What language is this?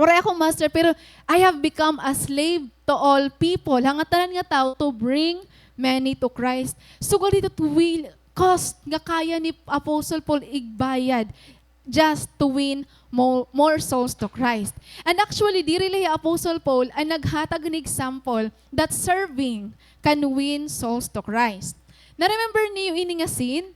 Waray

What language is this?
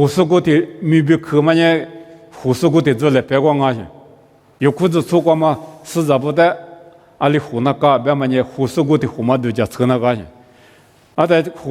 Lisu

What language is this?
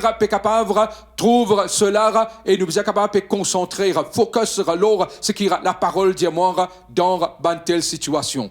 Morisyen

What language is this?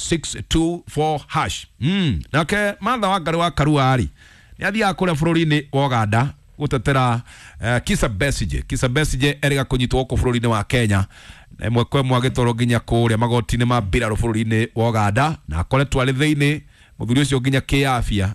Kikuyu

